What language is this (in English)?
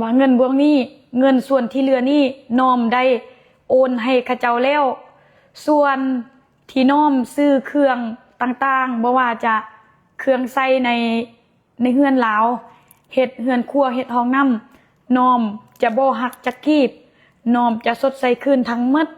Lao